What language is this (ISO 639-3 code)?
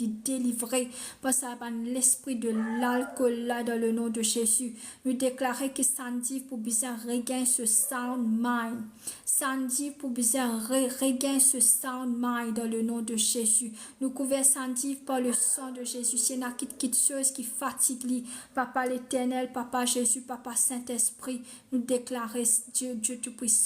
mfe